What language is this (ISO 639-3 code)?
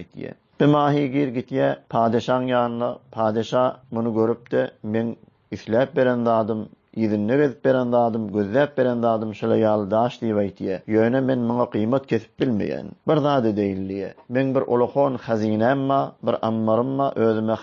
tuk